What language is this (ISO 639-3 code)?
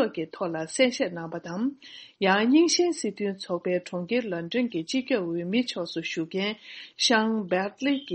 bod